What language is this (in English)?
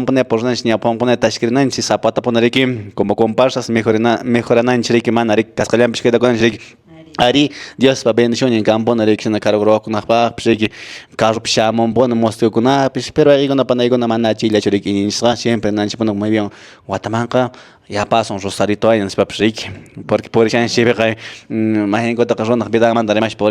Quechua